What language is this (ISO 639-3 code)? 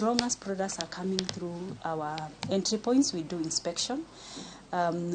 luo